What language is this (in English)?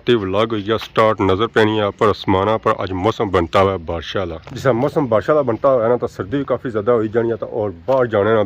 Pahari-Potwari